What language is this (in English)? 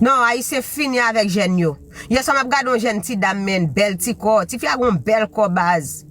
Haitian Creole